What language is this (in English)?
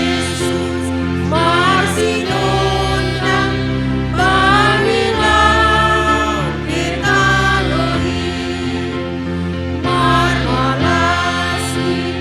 Batak Simalungun